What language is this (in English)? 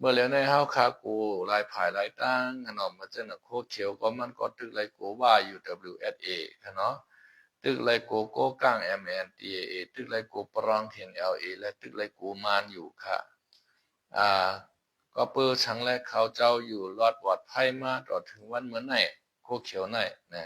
Shan